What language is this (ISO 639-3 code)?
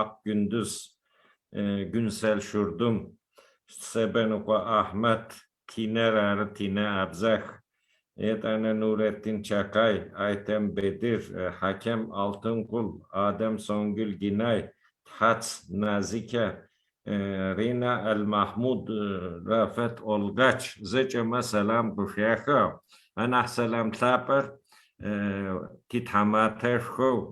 ady